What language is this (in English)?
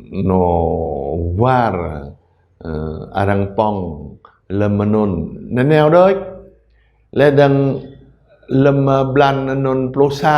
Jarai